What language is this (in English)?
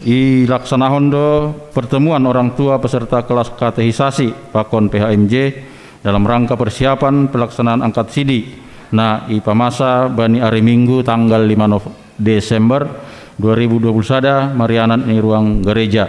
Batak Simalungun